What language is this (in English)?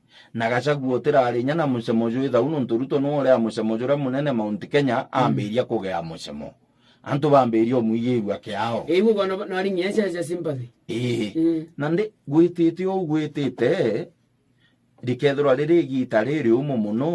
Meru